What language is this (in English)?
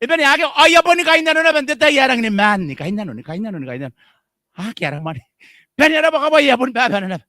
Gilbertese